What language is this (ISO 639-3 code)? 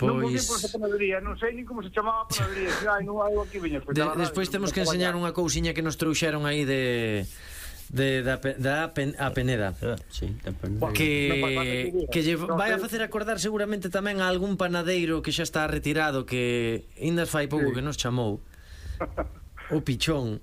glg